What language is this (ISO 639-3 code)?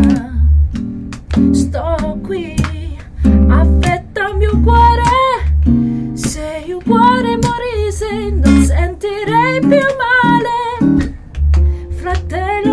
ita